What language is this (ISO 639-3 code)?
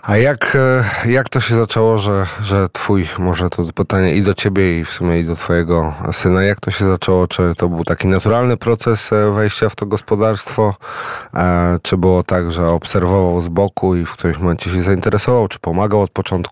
pol